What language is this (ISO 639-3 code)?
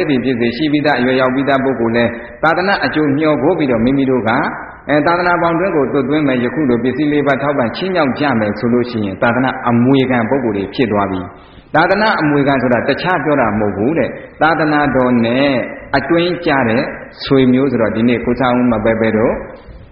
mya